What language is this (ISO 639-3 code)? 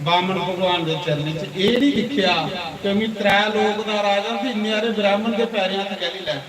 doi